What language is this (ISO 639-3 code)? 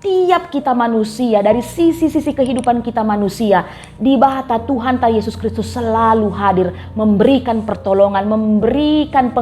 btx